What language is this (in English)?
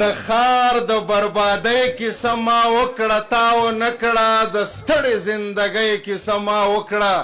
Pashto